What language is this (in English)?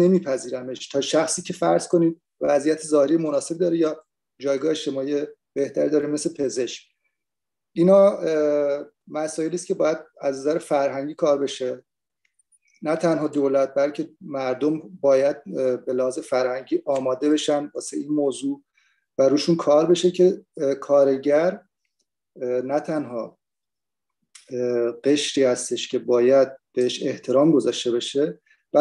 Persian